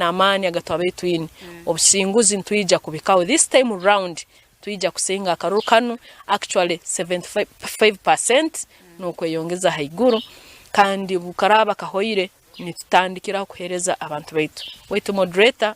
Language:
Nyankole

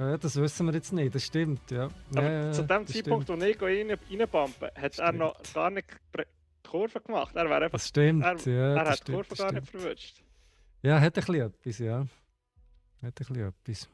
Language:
Swiss German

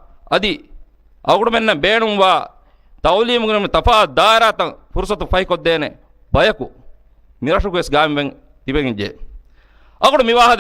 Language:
Divehi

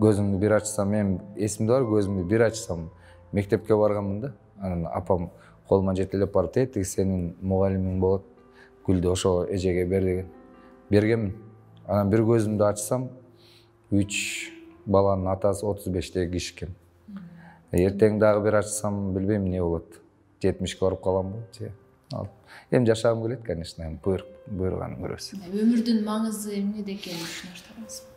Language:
Kyrgyz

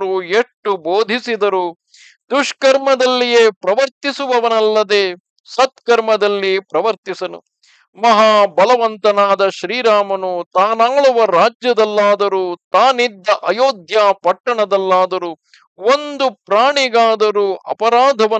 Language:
Kannada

